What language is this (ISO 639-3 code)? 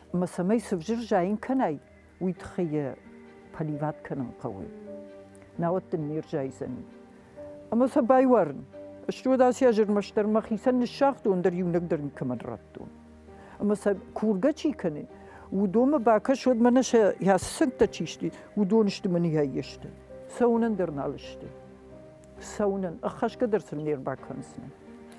oss